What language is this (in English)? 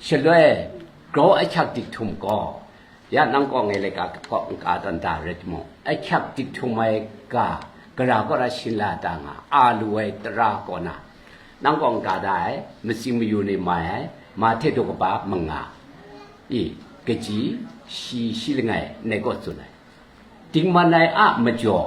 Kachin